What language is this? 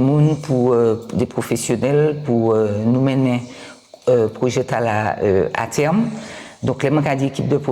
Guadeloupean Creole French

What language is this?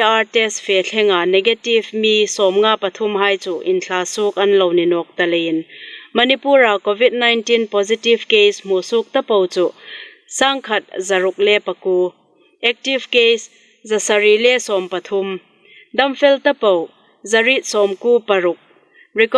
Hmar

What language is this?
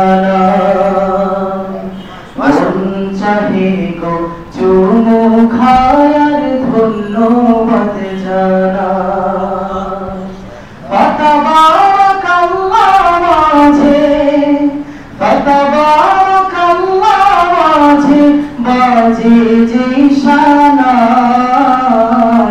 Bangla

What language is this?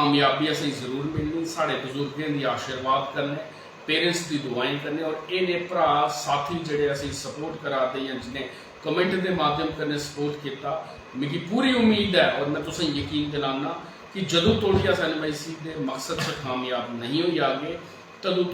Dogri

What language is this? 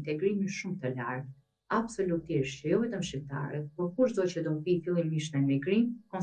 Albanian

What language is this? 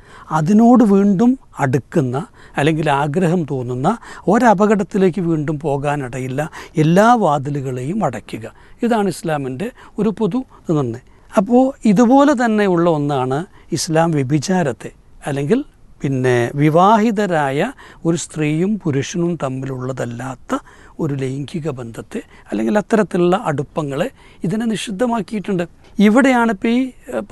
Malayalam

